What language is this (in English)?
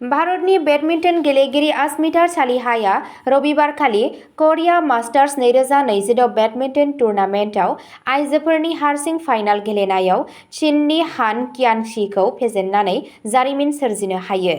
Bodo